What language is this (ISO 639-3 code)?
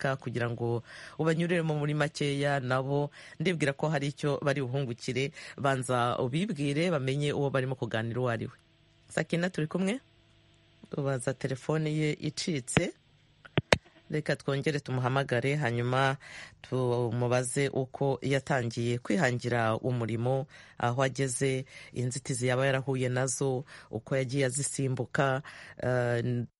kin